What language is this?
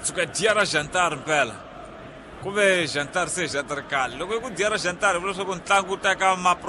Tsonga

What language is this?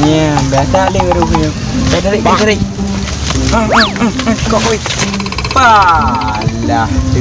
Achinese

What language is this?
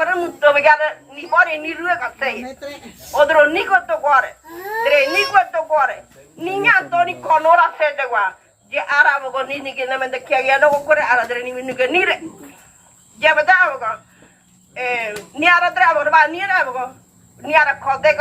Ngäbere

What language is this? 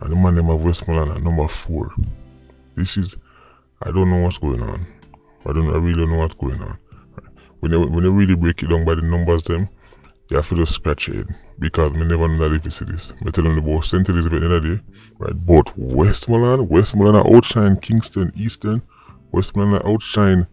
Jamaican Creole English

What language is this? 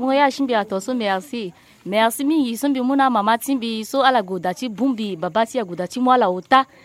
Sango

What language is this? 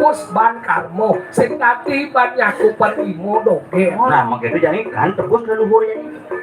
Balinese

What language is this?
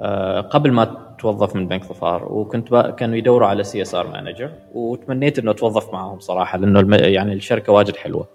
Gulf Arabic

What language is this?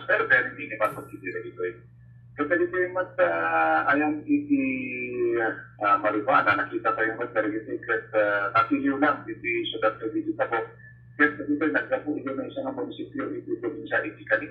Filipino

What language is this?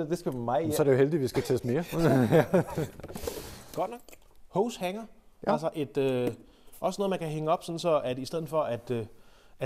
Danish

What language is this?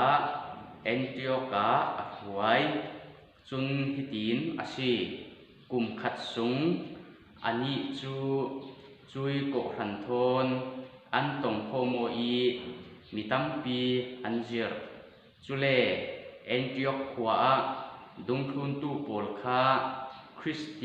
Falam Chin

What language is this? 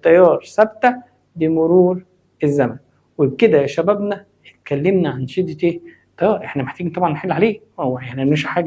Egyptian Arabic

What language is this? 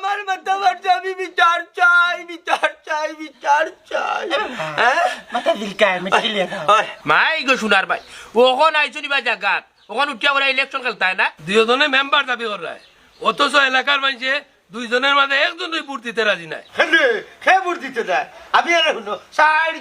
Sylheti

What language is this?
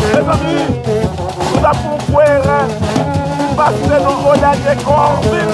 Haitian Creole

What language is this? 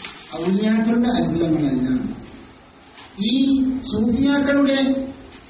Malayalam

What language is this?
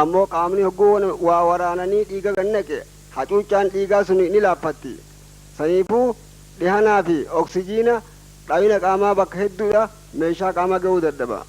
Oromo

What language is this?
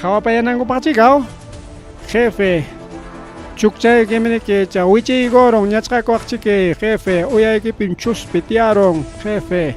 Ayacucho Quechua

